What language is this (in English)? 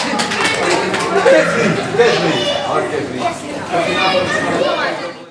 Dutch